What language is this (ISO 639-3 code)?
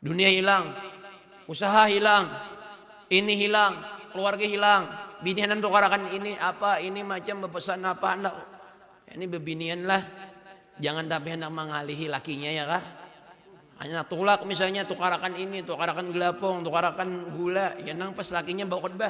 bjn